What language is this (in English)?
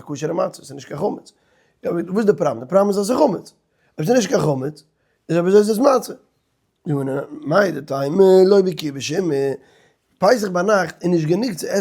Yiddish